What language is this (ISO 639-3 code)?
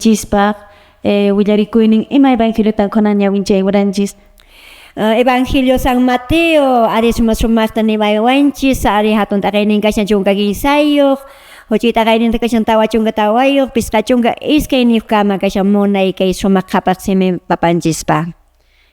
que